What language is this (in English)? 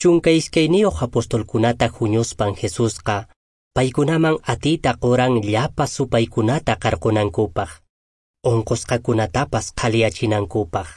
Quechua